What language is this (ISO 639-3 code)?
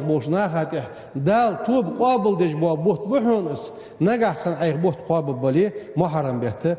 inh